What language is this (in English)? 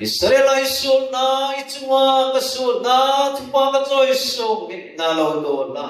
Hmar